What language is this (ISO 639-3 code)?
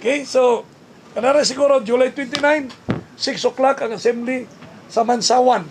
ceb